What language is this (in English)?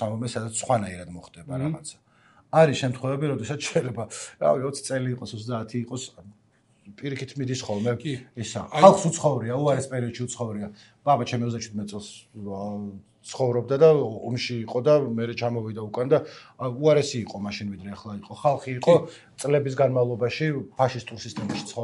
Georgian